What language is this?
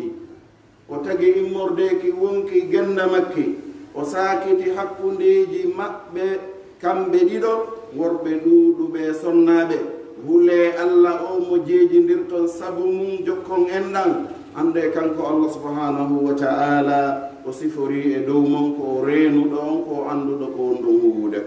Pular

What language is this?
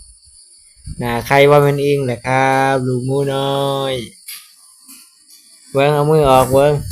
Lao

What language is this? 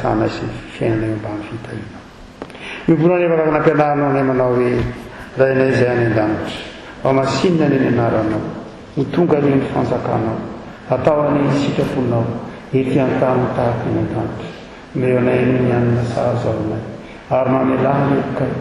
Malagasy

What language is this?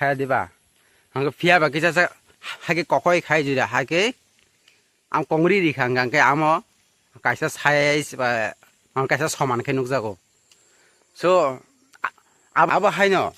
Kok Borok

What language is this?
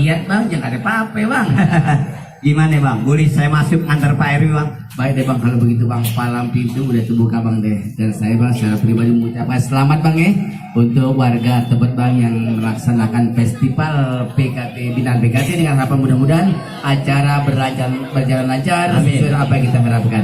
Betawi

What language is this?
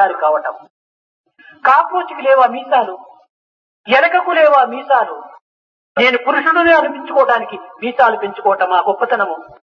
Telugu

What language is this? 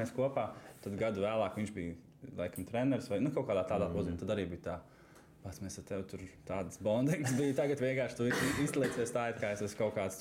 Latvian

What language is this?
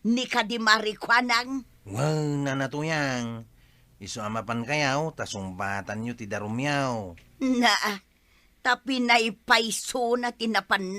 Iloko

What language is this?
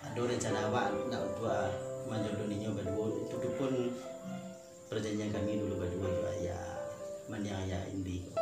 Minangkabau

